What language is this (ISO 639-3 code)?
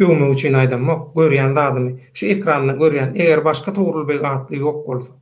tuk